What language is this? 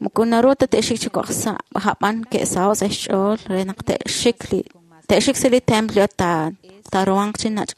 Kekchí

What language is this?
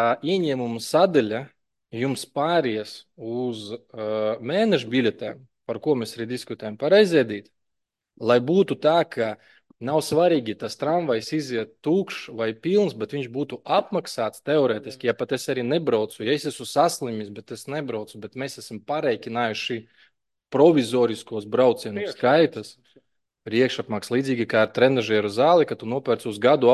Latvian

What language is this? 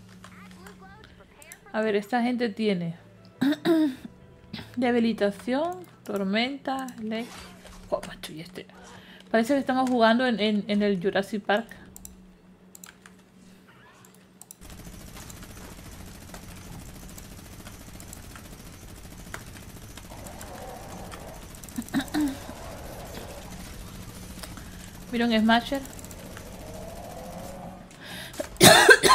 Spanish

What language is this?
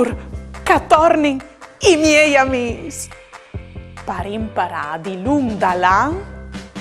Friulian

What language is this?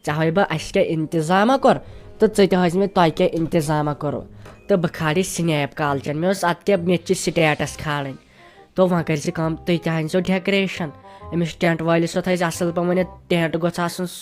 Kashmiri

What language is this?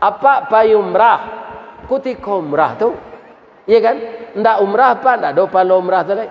Minangkabau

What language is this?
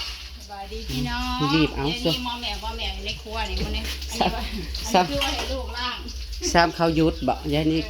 Northeastern Thai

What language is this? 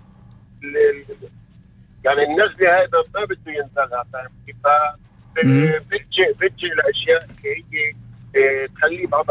North Levantine Arabic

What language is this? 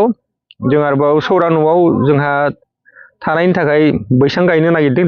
Bodo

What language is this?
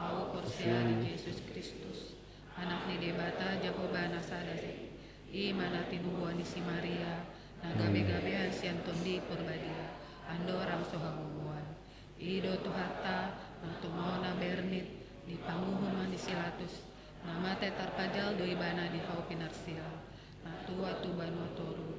Batak Toba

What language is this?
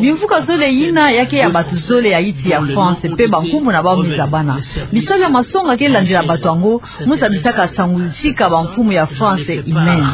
Kituba (Democratic Republic of Congo)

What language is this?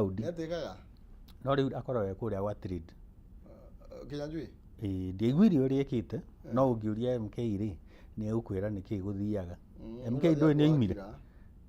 Kikuyu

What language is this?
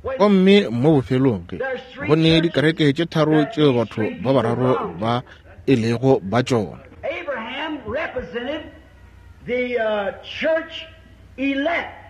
Northern Sotho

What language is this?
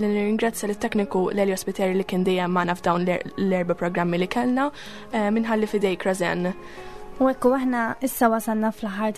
Maltese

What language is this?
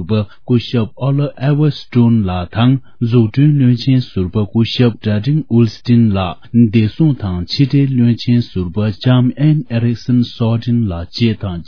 Tibetan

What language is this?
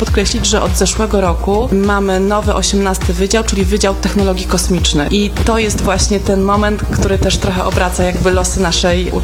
Polish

